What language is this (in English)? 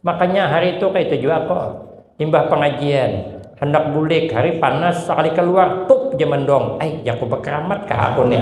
Banjar